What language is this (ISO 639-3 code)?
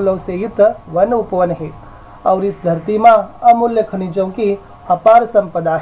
kan